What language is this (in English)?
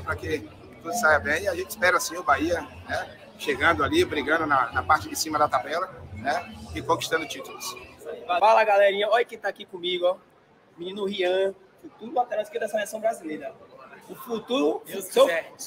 Portuguese